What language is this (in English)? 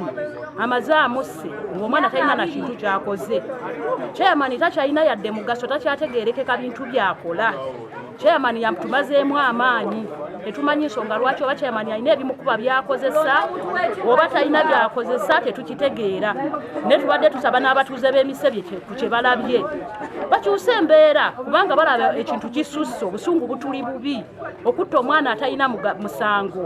Ganda